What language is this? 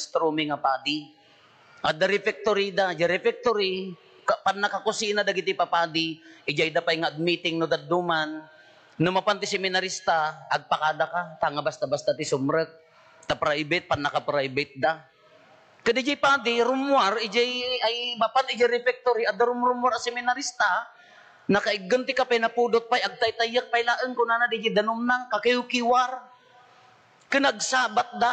Iloko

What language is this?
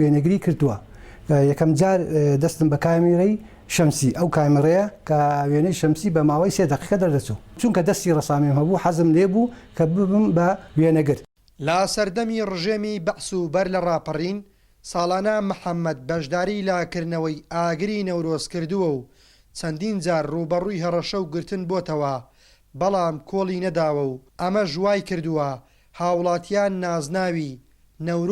Central Kurdish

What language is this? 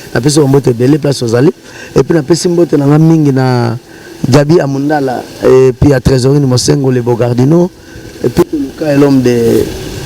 Lingala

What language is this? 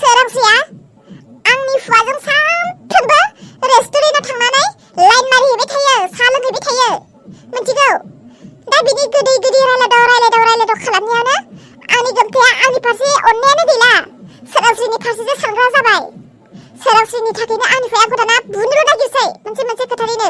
Bodo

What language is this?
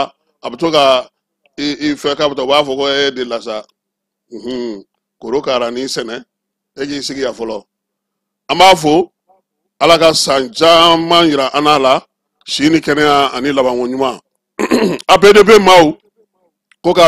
Bambara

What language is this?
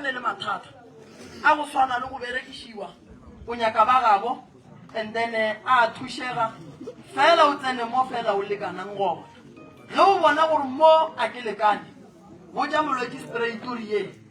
Northern Sotho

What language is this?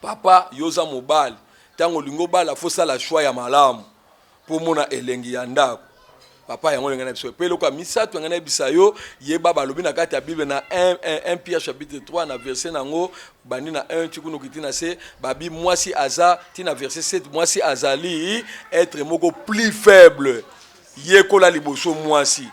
Lingala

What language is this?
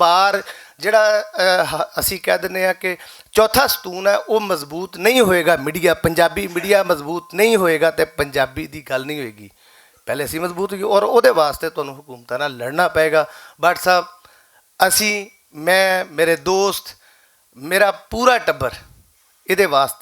Western Panjabi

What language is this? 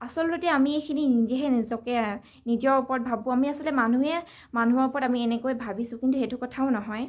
Assamese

